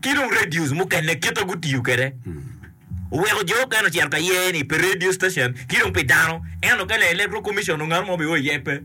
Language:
Acoli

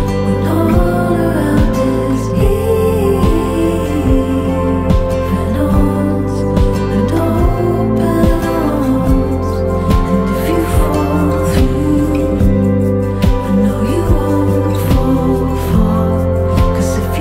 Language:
English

